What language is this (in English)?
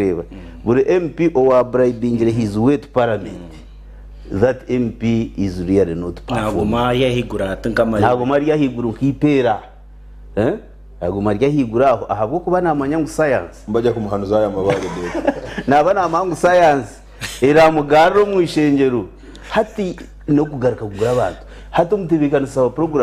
Nyankole